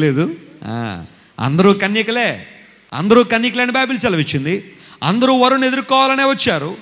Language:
Telugu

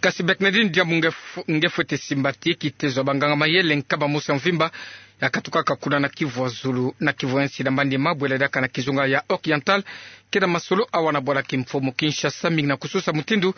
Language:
Kituba (Democratic Republic of Congo)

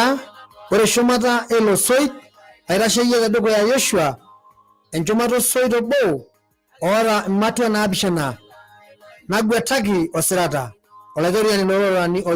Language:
Masai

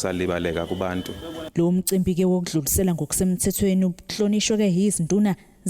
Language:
Zulu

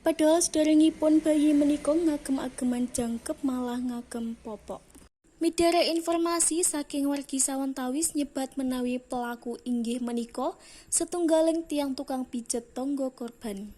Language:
Javanese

